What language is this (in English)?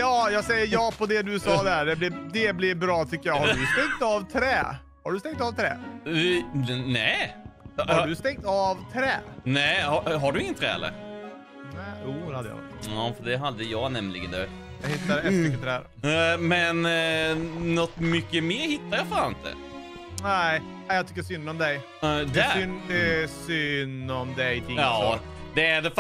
Swedish